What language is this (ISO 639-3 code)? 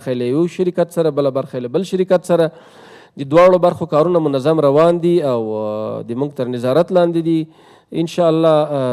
pus